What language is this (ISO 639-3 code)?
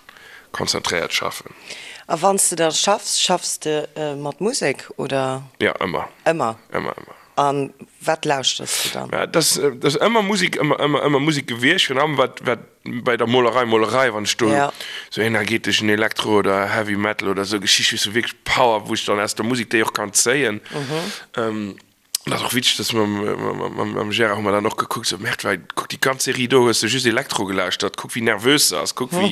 ltz